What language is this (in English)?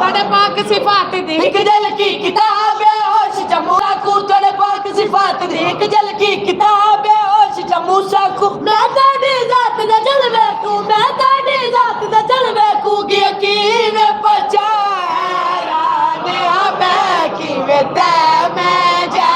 Saraiki